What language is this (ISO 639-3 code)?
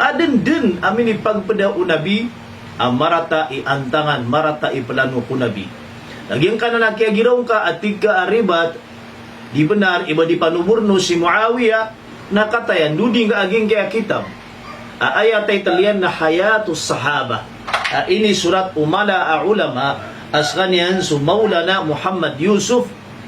mrw